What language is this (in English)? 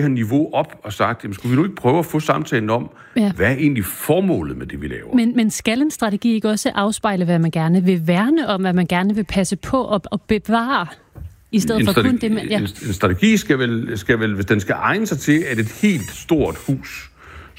Danish